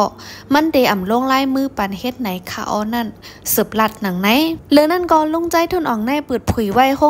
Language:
Shan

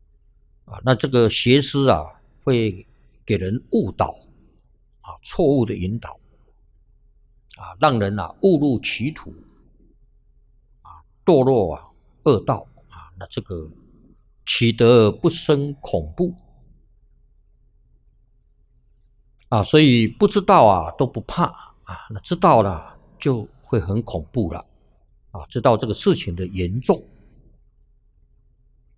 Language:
Chinese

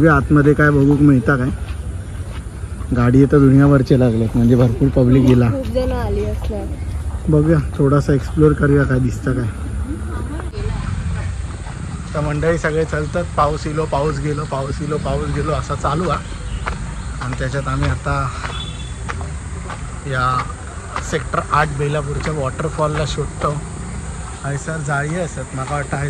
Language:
Marathi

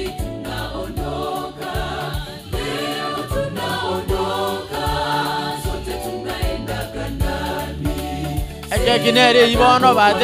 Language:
Gusii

